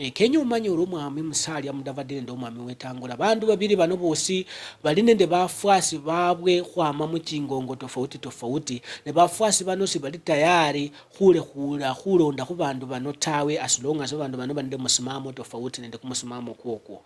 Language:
Luyia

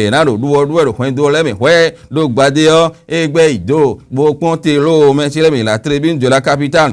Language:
Fon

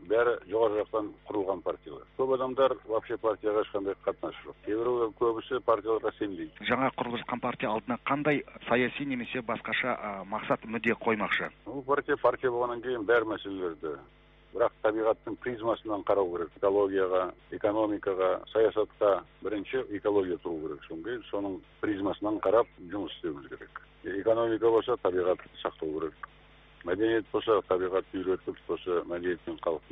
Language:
Kazakh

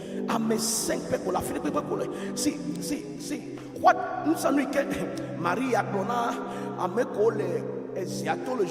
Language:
Ewe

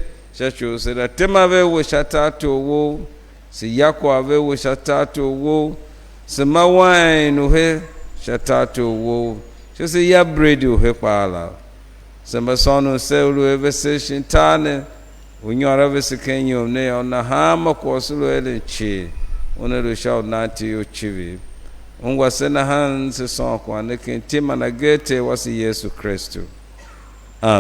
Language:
Tiv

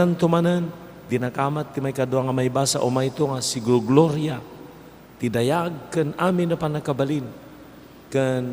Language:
Iloko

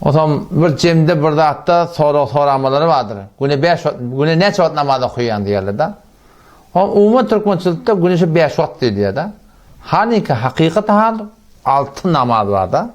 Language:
Turkmen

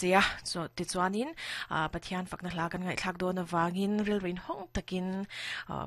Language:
Mizo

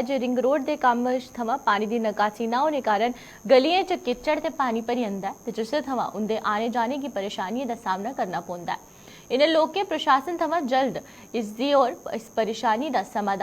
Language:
Dogri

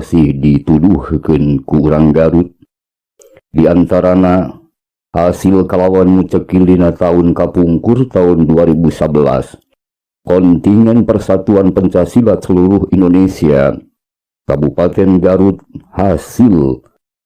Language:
Sundanese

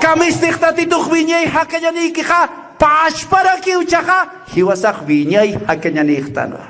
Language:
Aymara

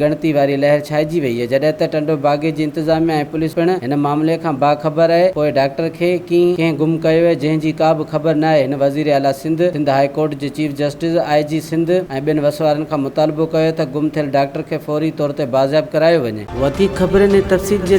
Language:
Sindhi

